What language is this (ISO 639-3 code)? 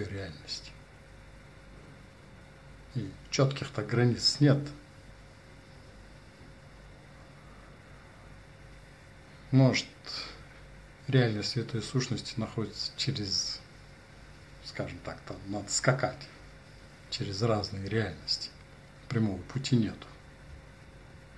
rus